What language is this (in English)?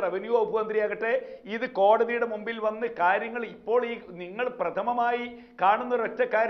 Malayalam